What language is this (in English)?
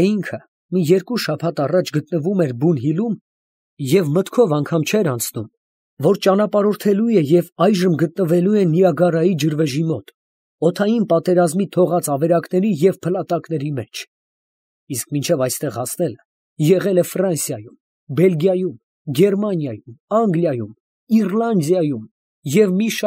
Armenian